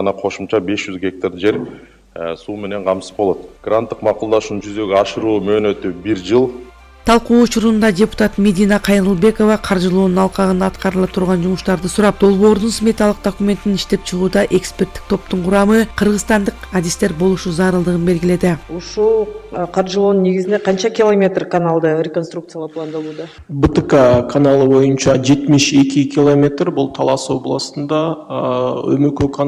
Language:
Kyrgyz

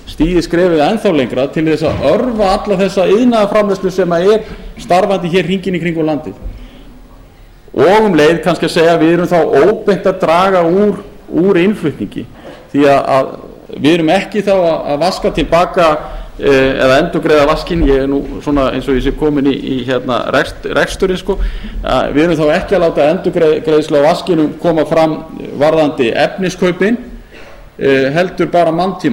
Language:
Icelandic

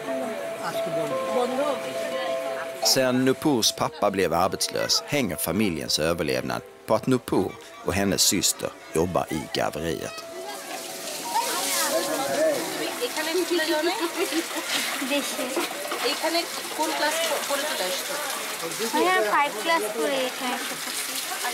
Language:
Swedish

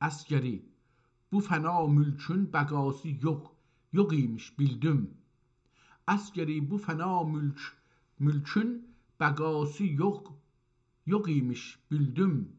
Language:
South Azerbaijani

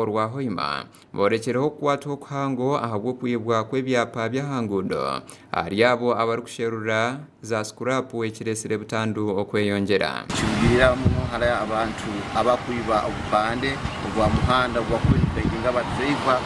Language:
Nyankole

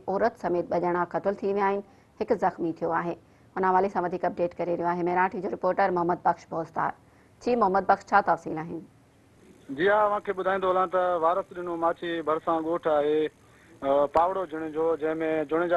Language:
Sindhi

